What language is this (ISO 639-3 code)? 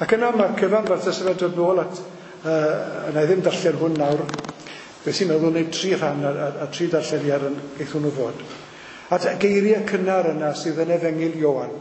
cym